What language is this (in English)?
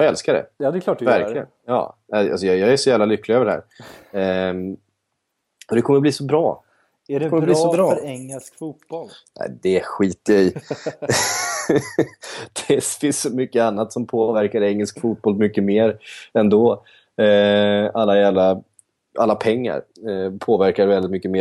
Swedish